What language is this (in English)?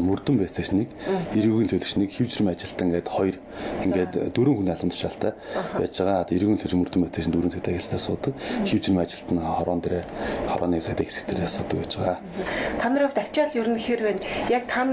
Mongolian